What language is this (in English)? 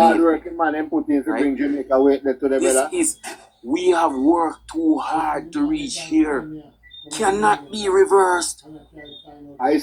Jamaican Creole English